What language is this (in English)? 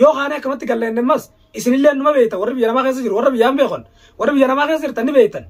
Oromo